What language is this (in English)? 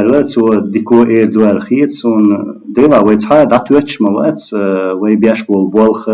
Chechen